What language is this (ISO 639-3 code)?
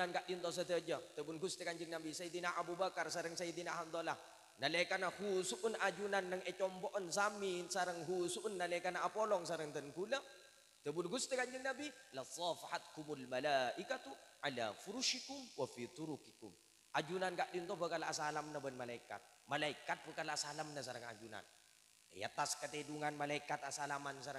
mad